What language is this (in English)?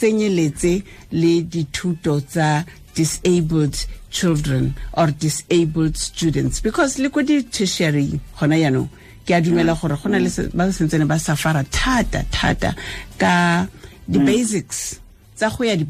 Tswana